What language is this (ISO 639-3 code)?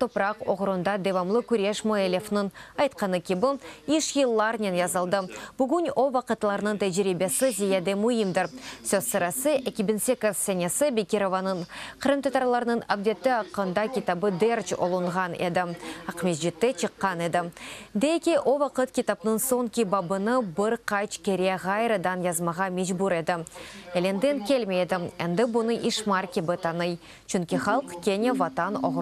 crh